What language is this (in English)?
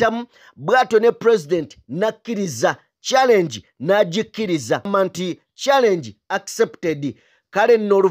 Ganda